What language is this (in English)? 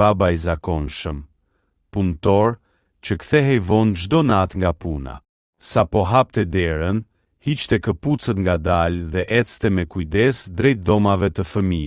Albanian